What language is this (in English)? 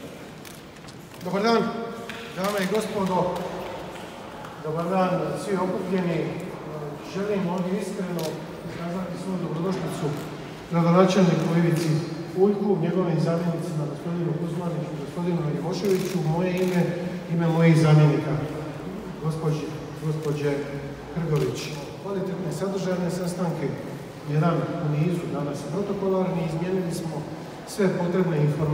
Croatian